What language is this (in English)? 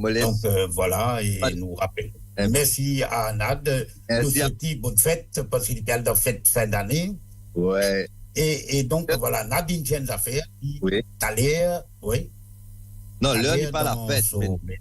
Morisyen